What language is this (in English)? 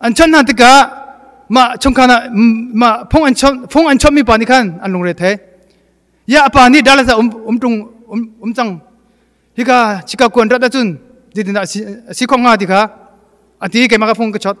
Hakha Chin